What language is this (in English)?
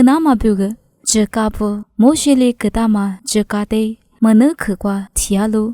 Lisu